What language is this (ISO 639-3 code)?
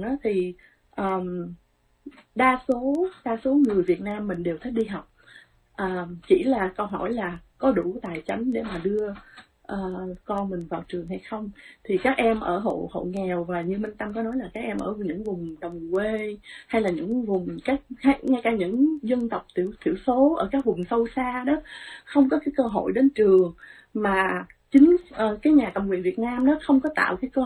vie